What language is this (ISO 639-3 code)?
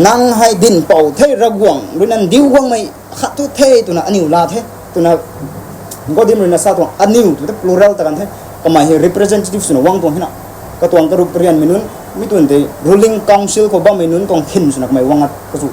nbu